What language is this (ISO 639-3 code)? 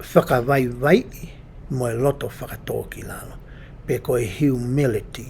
ton